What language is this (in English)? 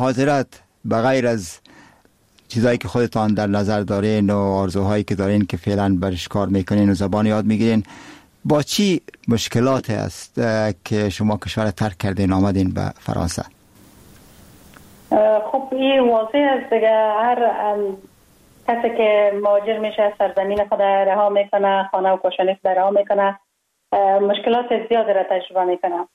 Persian